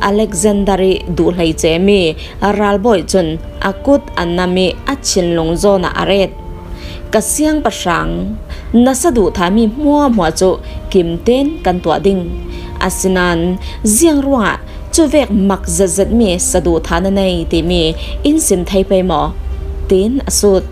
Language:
Falam Chin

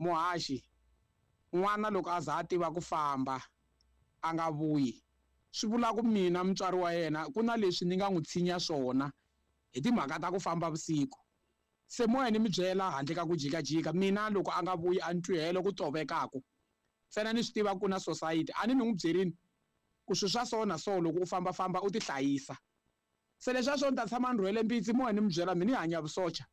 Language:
Tsonga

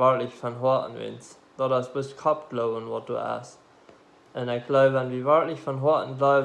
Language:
Plautdietsch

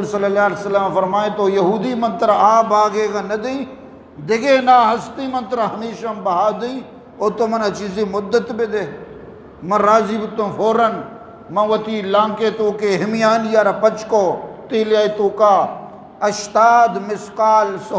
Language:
Eastern Balochi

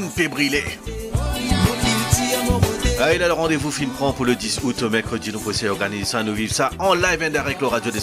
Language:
Morisyen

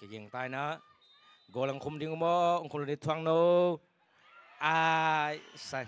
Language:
Tedim Chin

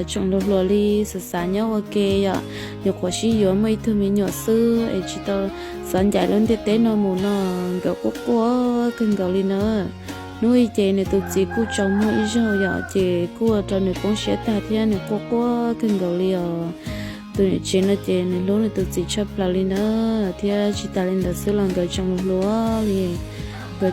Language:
Hmong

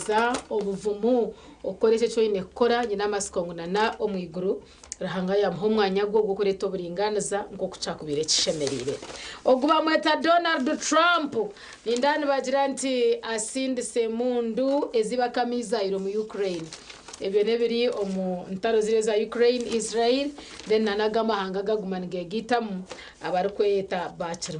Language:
Nyankole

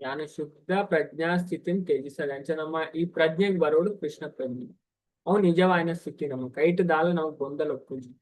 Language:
Tulu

